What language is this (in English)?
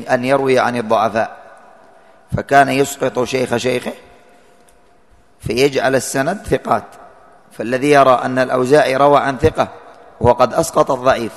Arabic